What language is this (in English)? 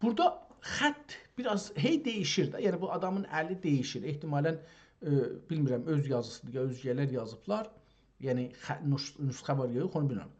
South Azerbaijani